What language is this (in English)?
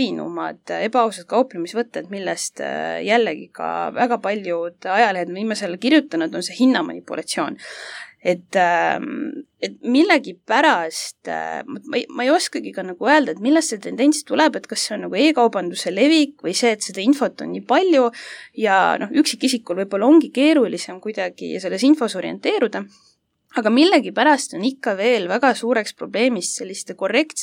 Estonian